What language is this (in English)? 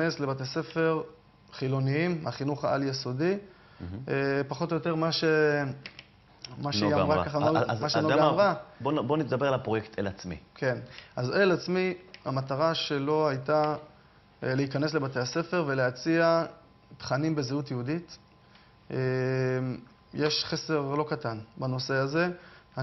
Hebrew